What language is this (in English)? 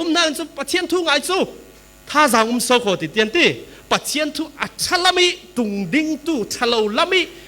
Falam Chin